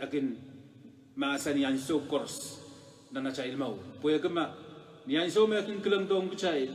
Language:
Pohnpeian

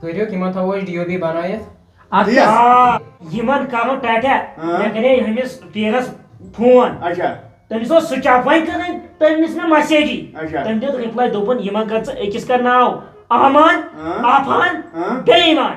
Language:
Kashmiri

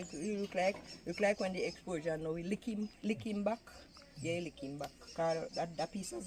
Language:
Jamaican Creole English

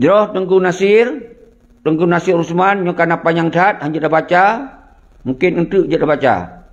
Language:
Achinese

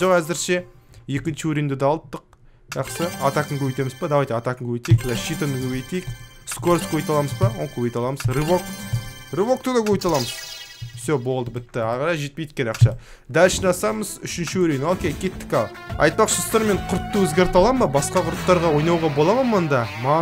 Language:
Kazakh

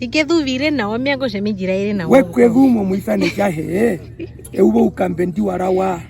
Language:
Herero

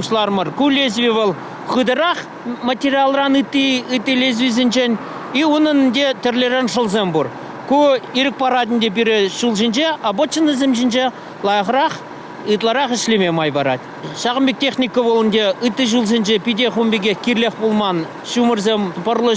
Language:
Chuvash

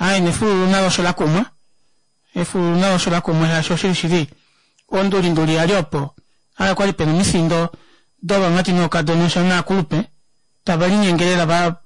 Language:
Kuanyama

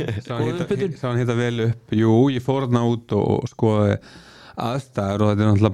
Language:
Icelandic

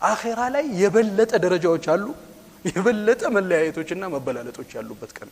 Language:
Amharic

